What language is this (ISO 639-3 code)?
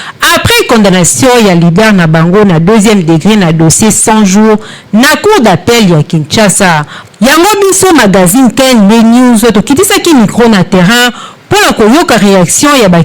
lin